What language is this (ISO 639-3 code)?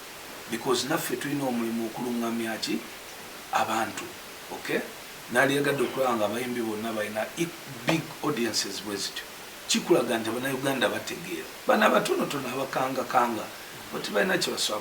lug